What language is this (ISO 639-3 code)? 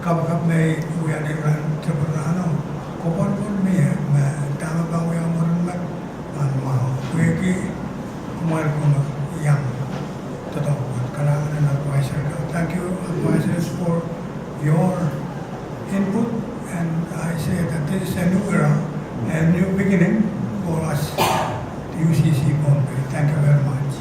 pon